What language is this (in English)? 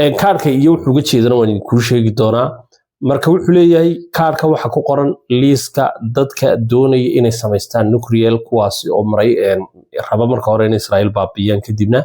Somali